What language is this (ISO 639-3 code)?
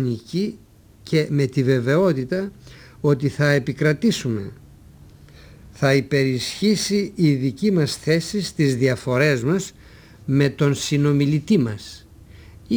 ell